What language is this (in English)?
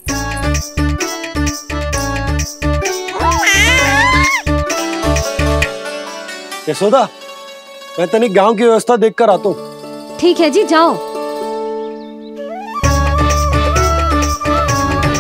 Hindi